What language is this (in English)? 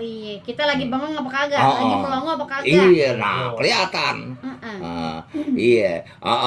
Betawi